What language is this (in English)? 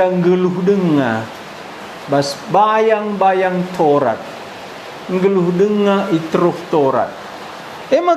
Batak Karo